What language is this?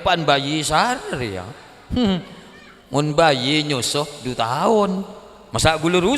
Madurese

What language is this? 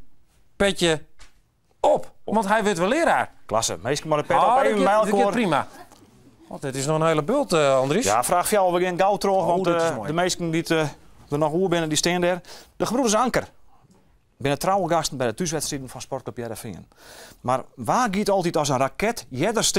Western Frisian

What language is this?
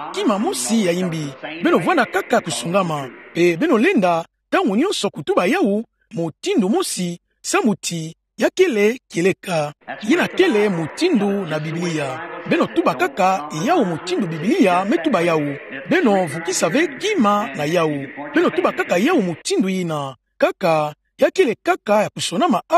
Kituba (Democratic Republic of Congo)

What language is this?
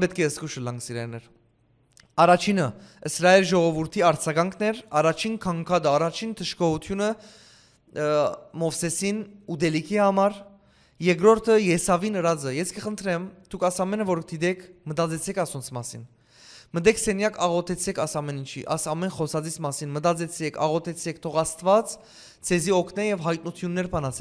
Western Armenian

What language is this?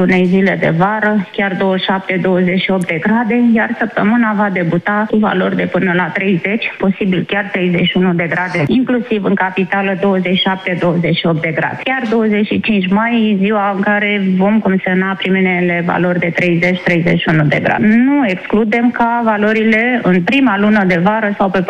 Romanian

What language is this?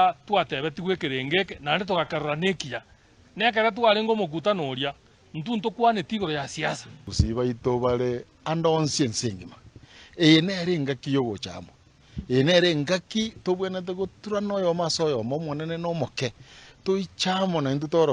Gusii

